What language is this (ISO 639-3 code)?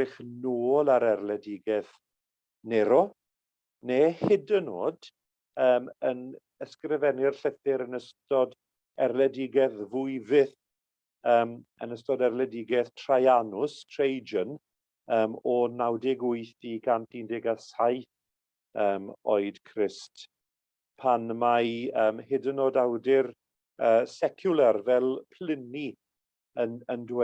cym